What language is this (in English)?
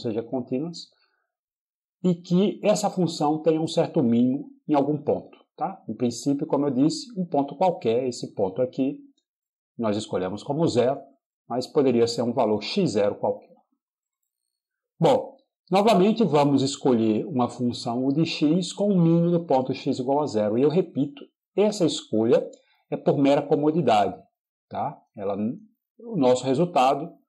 Portuguese